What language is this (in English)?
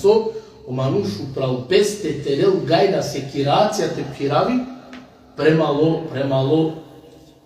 Balkan Romani